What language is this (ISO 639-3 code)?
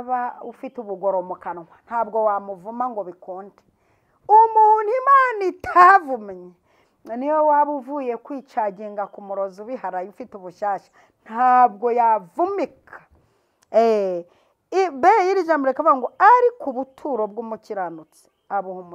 kin